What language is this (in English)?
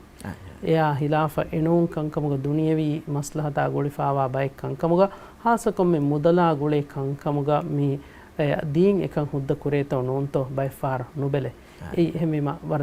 Divehi